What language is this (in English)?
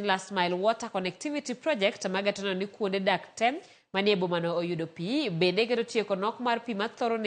Luo (Kenya and Tanzania)